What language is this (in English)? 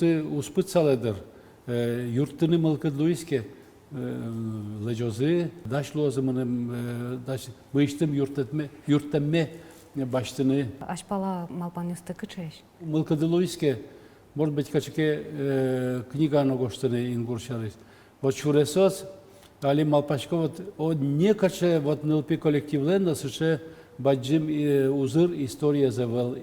Udmurt